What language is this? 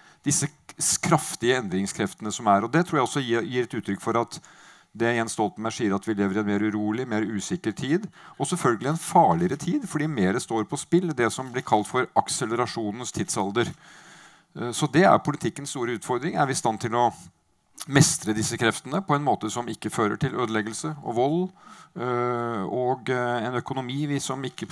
Norwegian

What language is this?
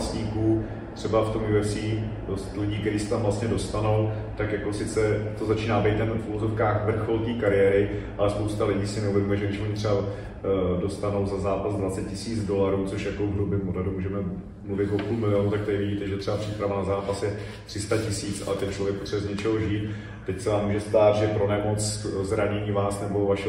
Czech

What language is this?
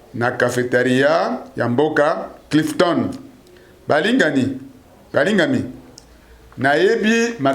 Lingala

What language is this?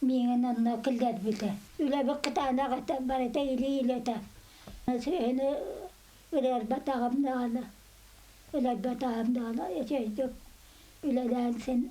Yakut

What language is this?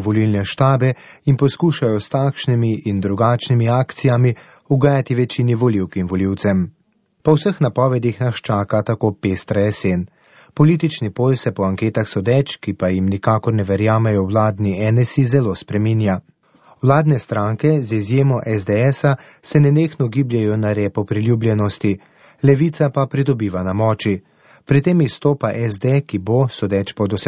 Slovenian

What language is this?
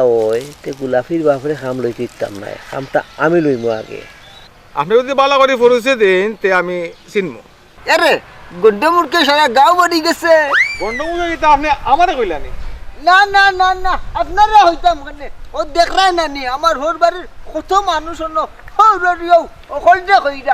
Sylheti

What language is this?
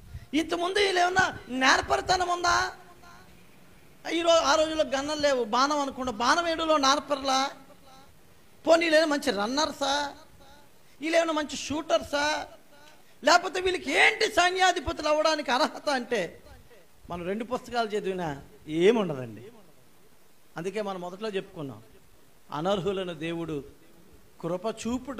Telugu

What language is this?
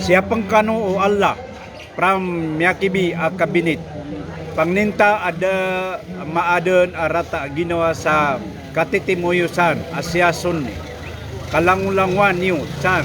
Maranao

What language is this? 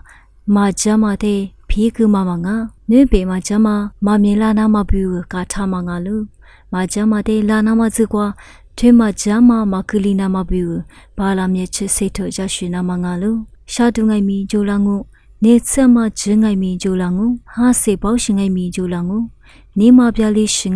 Lisu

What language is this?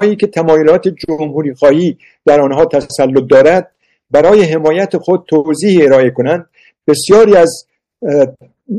Persian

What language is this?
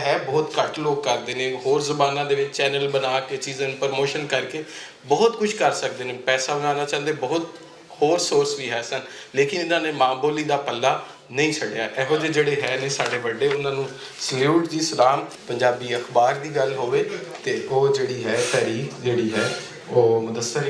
Western Panjabi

